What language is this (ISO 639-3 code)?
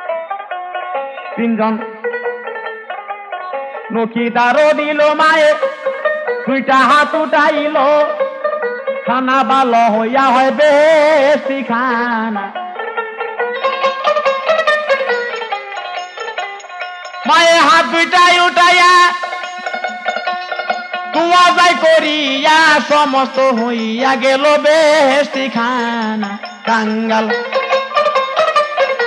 ben